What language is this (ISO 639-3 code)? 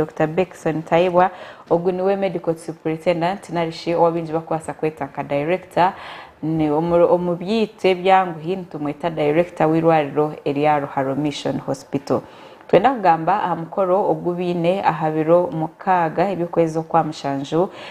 nyn